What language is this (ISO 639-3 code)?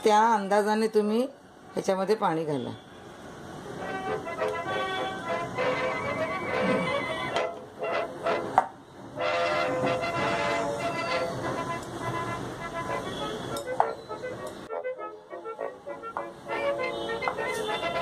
mar